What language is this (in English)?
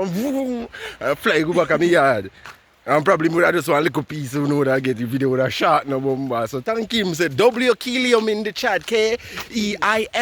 Jamaican Creole English